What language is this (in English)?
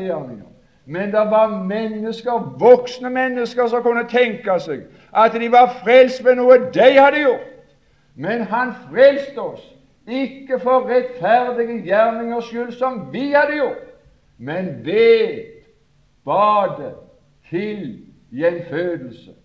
Norwegian